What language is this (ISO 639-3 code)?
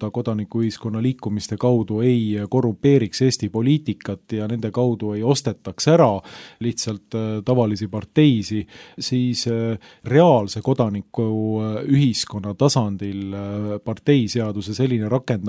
est